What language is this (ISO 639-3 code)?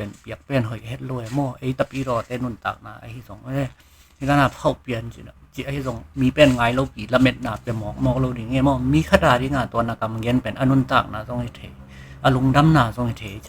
ctd